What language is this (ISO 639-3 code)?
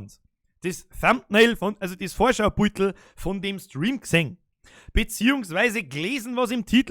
bar